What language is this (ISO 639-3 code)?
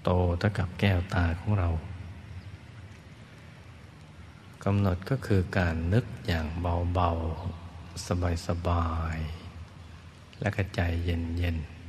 tha